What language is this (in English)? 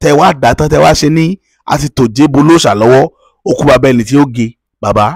Yoruba